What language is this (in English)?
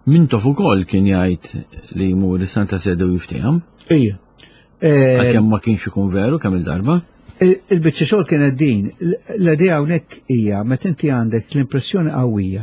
Maltese